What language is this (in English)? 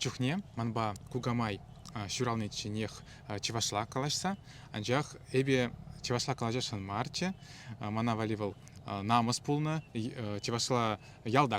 Chuvash